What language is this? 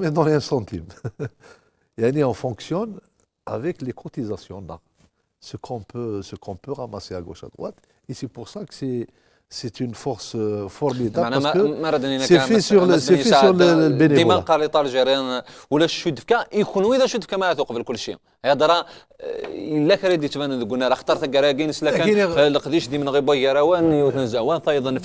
Kabyle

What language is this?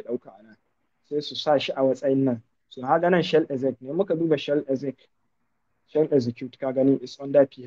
Hausa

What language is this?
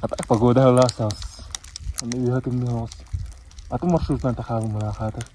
Yakut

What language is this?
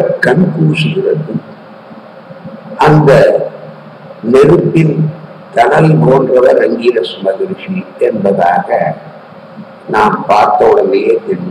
Tamil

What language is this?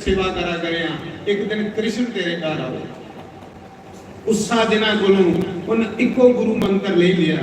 Dogri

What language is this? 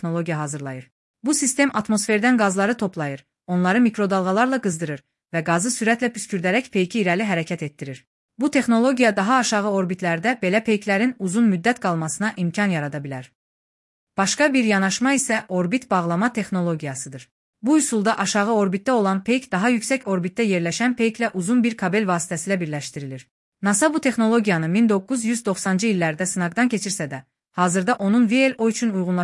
Azerbaijani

